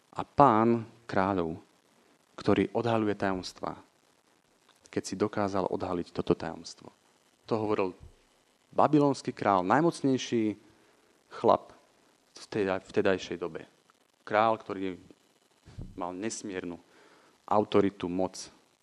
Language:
Slovak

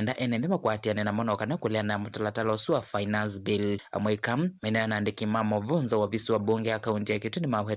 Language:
Kamba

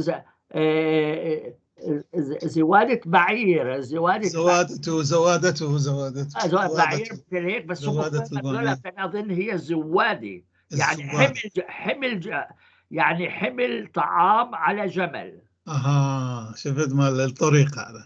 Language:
North Levantine Arabic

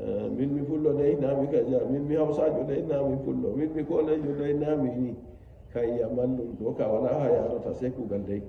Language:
Nigerian Fulfulde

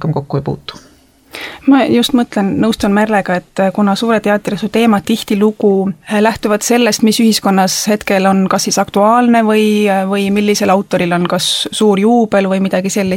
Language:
Estonian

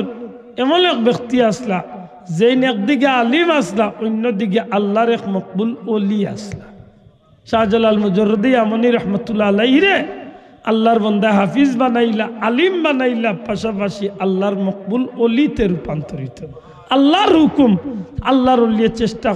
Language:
Sylheti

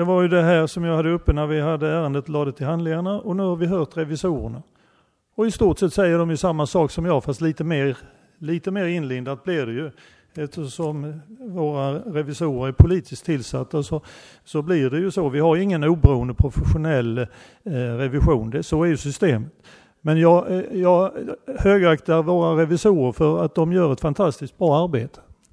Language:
Swedish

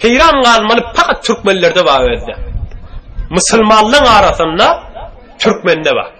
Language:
Turkmen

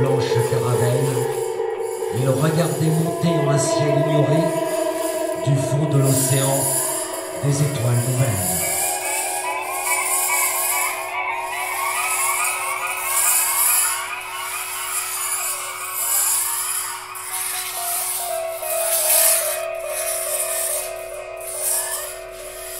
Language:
French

